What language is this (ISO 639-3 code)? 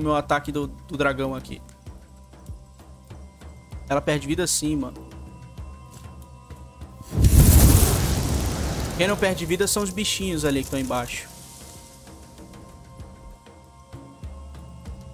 por